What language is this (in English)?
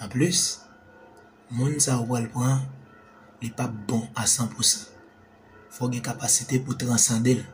Haitian Creole